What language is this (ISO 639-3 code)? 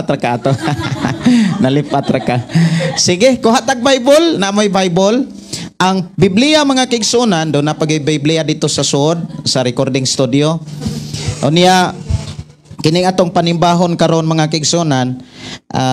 ceb